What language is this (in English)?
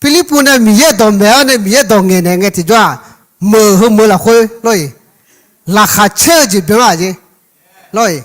Akha